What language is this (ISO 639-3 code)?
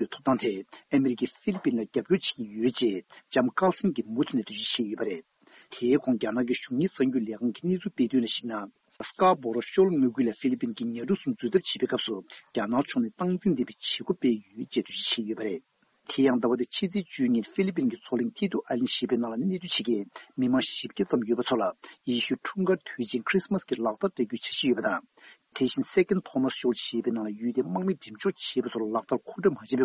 bod